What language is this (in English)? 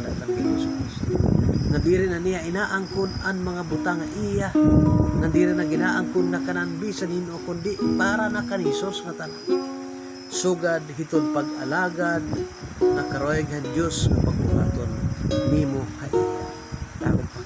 Waray